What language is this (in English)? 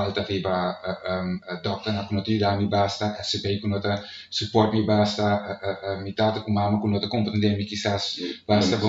Papiamento